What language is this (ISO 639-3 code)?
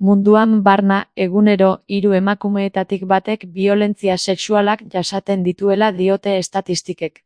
eus